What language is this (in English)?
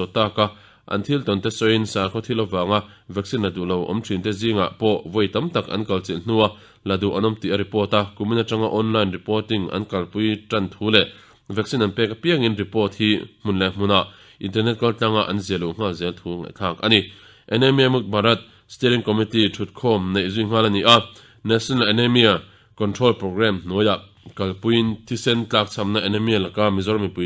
Mizo